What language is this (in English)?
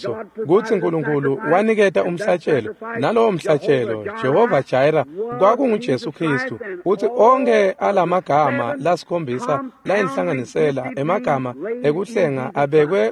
Swati